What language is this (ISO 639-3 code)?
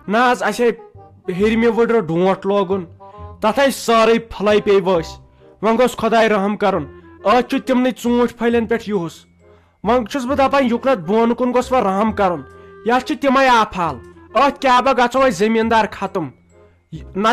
kas